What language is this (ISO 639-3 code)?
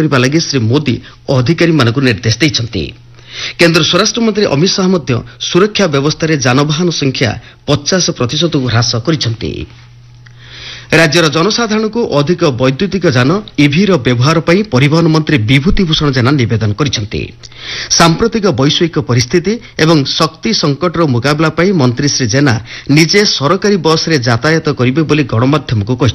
ori